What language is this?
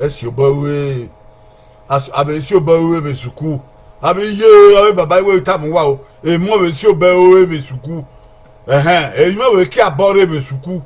Bini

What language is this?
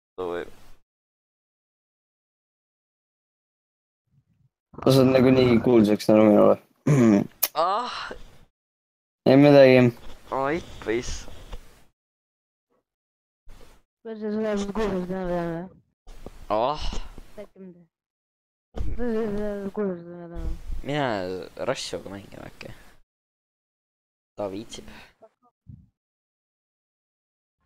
Estonian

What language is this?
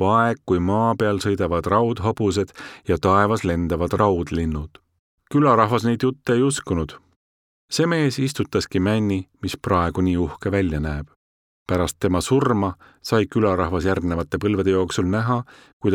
Estonian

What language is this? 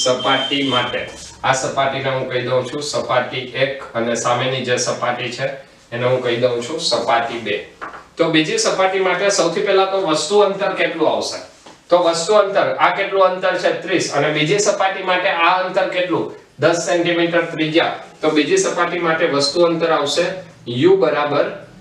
Gujarati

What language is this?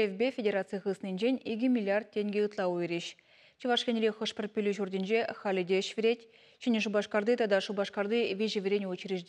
Chuvash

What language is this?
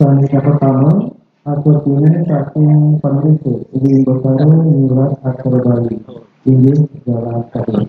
Balinese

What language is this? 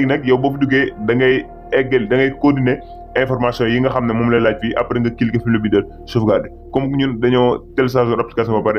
Wolof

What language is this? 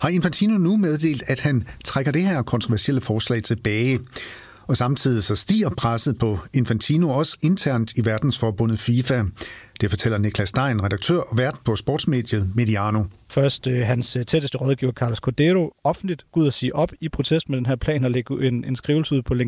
Danish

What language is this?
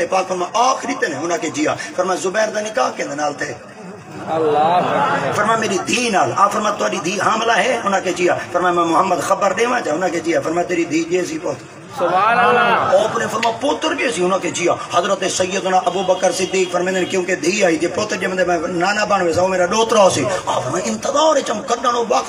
Saraiki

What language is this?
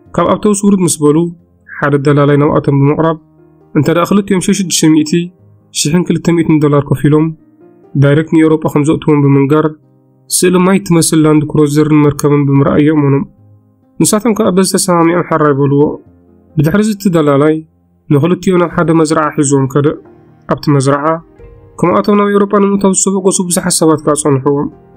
Tigrinya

